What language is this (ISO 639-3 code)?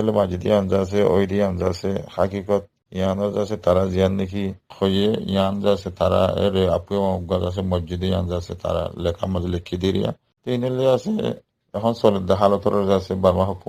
rhg